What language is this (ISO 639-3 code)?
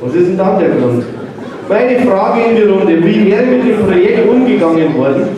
bar